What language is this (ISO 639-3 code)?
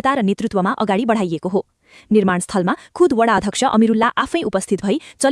nep